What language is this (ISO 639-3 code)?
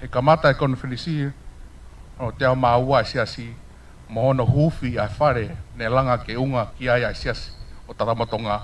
ton